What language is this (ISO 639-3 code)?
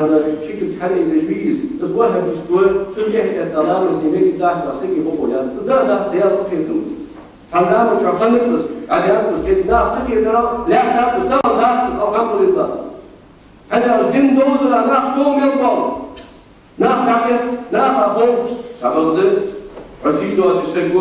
inh